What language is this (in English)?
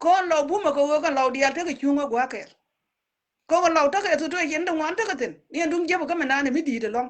Nuer